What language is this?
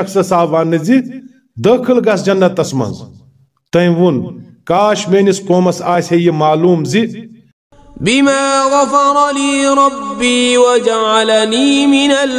Kashmiri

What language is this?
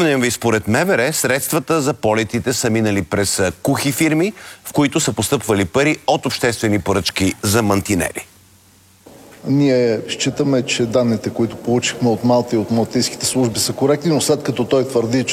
Bulgarian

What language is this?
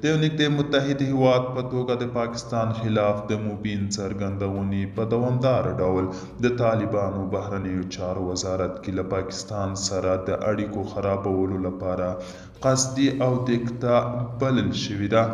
Pashto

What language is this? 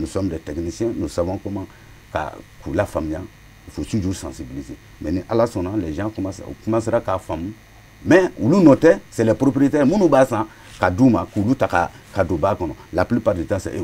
Bambara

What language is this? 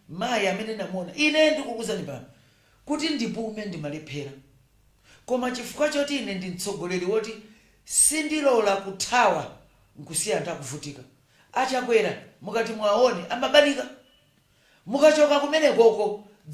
Nyanja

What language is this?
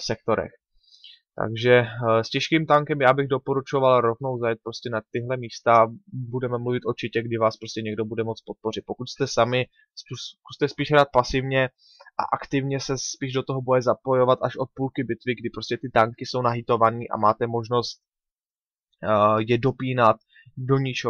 Czech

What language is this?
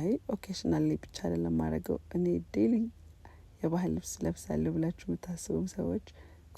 Amharic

